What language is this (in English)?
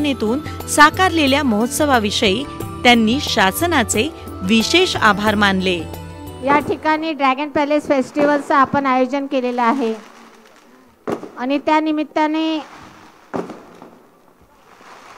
Marathi